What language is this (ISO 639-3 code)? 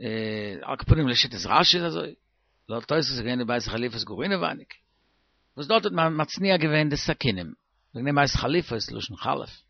yid